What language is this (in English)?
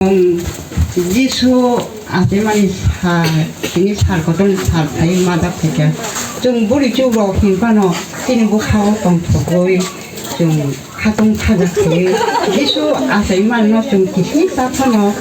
Kok Borok